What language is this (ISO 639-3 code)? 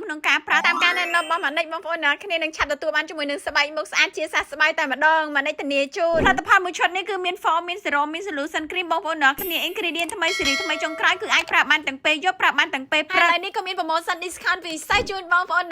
khm